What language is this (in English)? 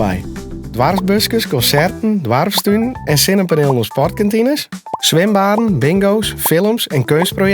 Western Frisian